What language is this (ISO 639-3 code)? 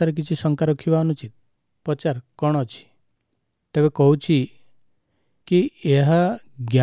ori